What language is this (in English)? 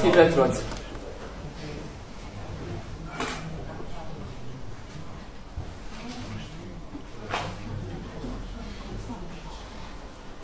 Bosnian